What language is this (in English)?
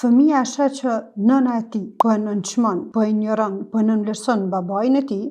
Albanian